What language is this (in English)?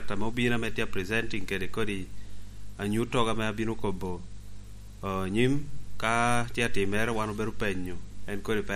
Lango (Uganda)